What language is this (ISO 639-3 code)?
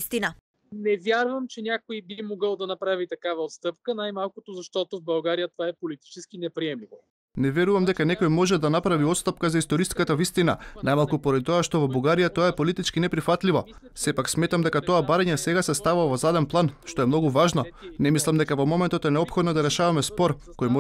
mkd